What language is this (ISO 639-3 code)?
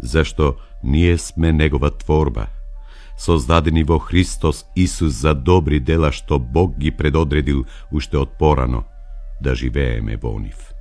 mkd